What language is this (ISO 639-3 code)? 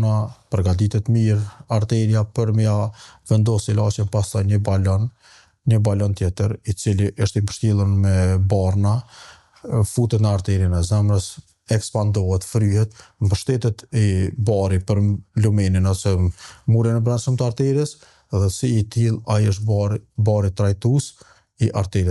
sqi